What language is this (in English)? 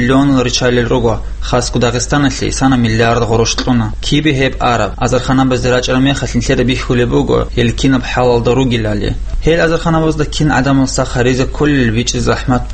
Avaric